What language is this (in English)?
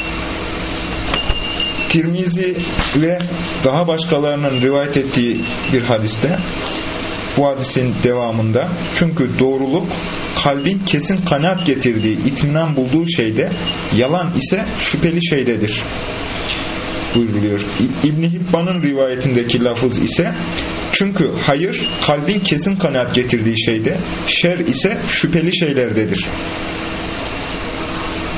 Turkish